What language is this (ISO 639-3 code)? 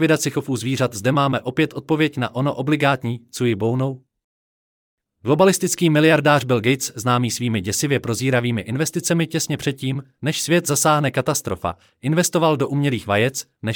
ces